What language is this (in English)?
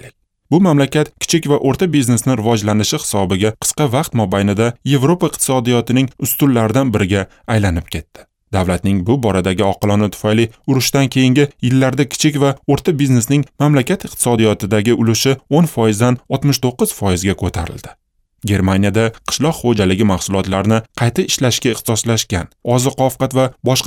Uzbek